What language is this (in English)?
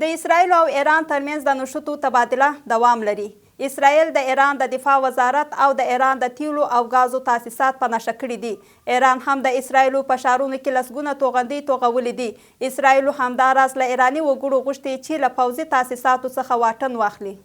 Pashto